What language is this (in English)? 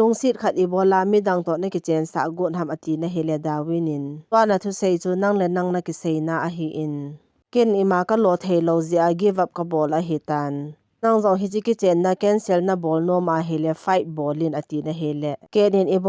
Thado Chin